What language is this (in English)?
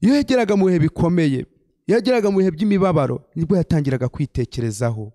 Kinyarwanda